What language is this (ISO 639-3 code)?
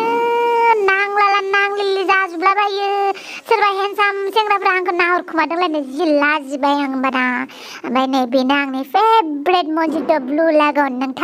brx